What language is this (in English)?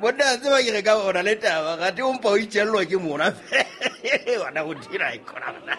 Southern Sotho